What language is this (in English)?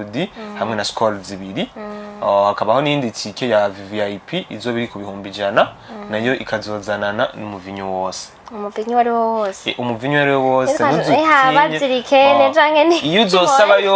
Rundi